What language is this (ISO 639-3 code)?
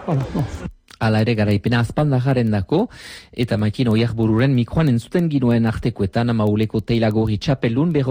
eus